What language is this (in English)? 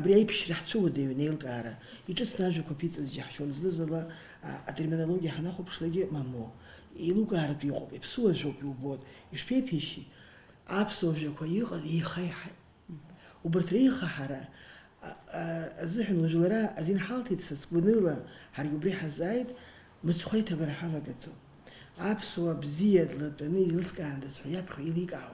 Abkhazian